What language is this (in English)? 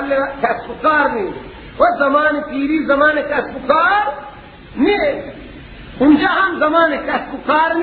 Persian